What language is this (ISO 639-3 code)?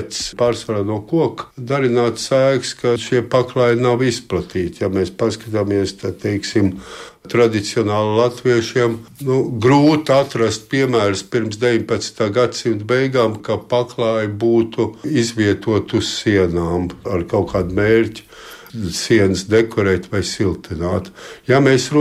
lav